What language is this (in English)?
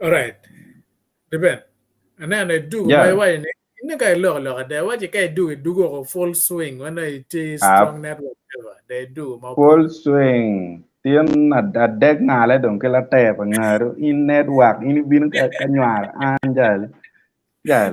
Acoli